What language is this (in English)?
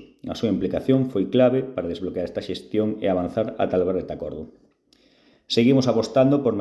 Galician